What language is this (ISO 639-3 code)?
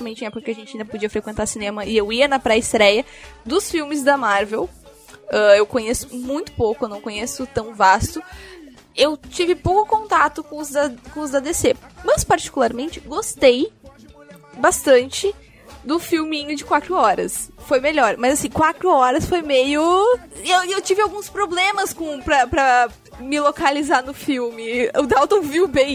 por